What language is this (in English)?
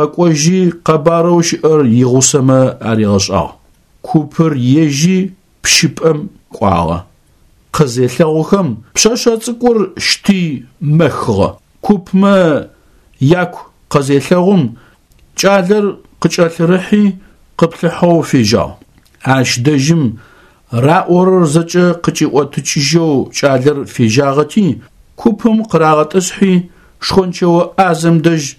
Adyghe